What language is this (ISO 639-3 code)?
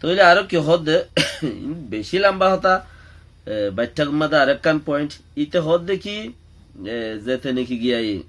rhg